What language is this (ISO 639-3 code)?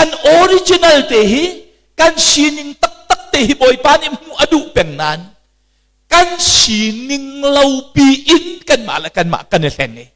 cnh